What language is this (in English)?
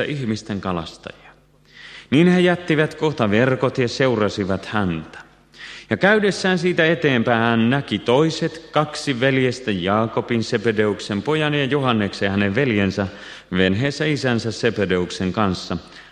Finnish